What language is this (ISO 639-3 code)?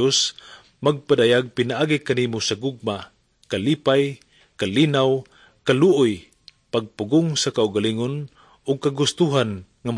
ceb